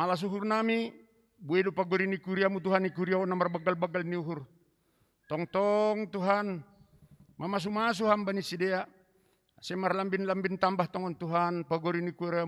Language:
Batak Simalungun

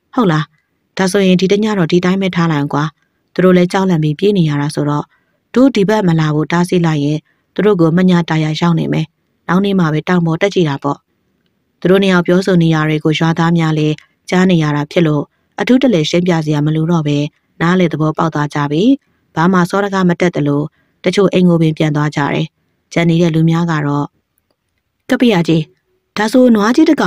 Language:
Burmese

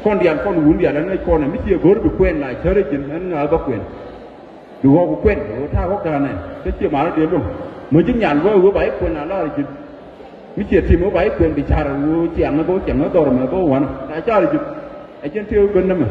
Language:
Nuer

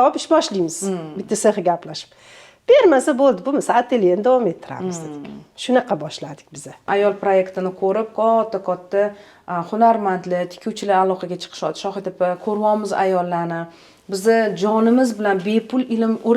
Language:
Uzbek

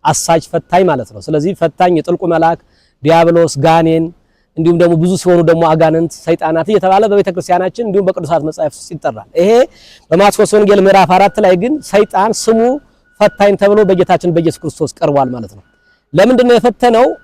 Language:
Amharic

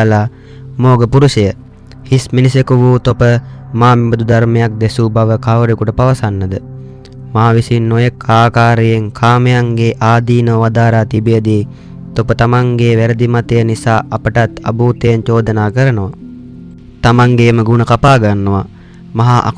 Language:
Sinhala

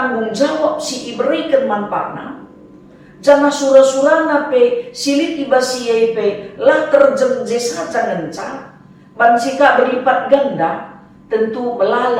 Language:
Batak Karo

